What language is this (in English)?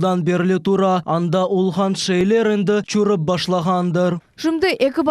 Crimean Tatar